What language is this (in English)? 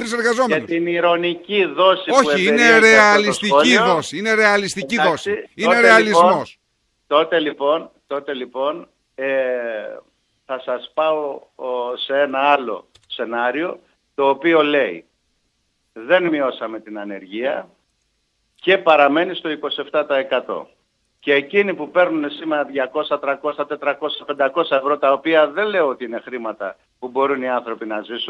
Greek